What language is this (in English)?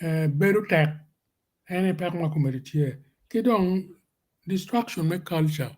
Acoli